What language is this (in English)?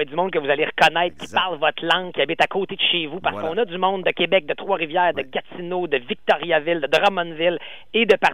French